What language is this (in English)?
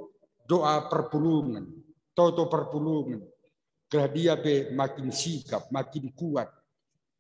Batak Karo